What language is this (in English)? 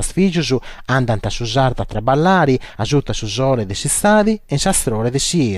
Sardinian